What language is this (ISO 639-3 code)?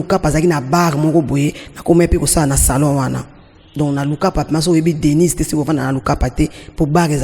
lin